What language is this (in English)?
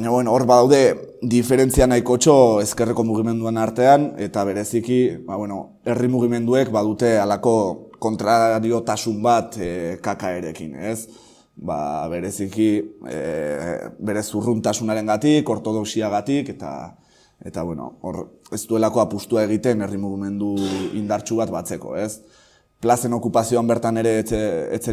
Basque